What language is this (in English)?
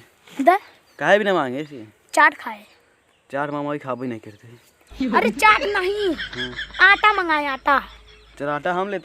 Awadhi